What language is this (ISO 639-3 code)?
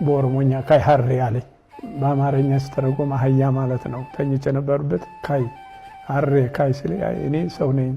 amh